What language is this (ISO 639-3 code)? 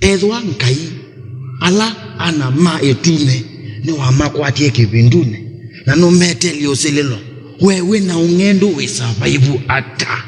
kam